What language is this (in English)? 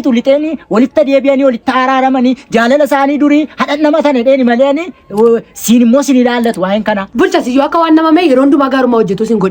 Oromo